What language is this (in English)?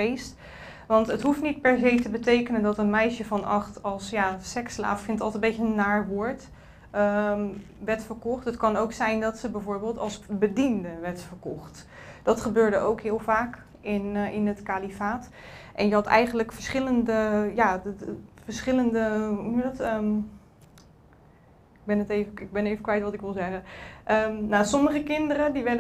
Dutch